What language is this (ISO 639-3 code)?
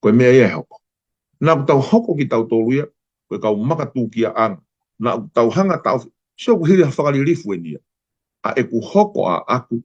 ton